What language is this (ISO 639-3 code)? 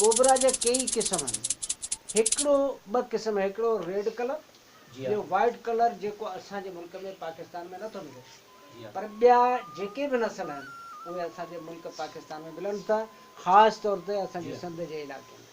snd